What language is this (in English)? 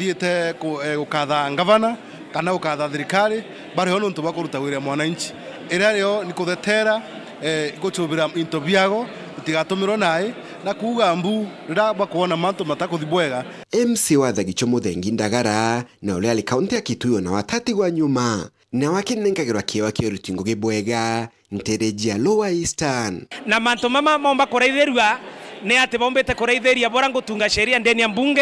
Meru